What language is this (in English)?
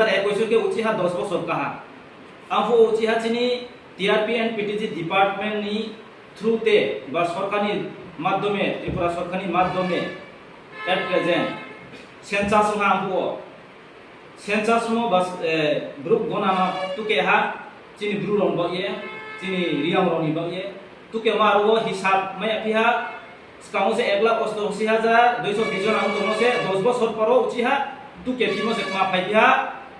Riang (India)